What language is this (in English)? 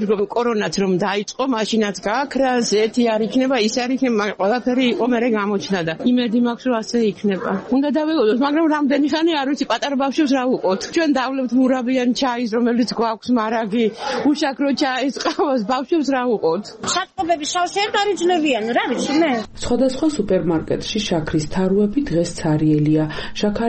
Georgian